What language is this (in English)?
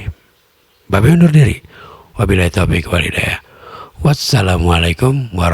Betawi